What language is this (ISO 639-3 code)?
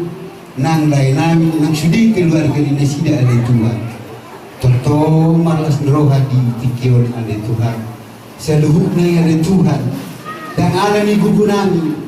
bbc